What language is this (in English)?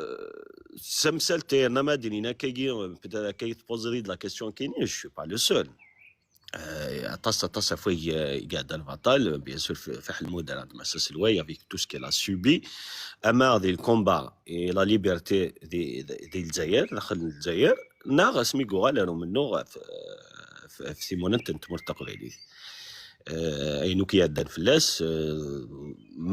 Kabyle